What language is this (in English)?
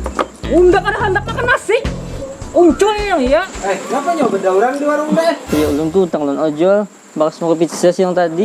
Banjar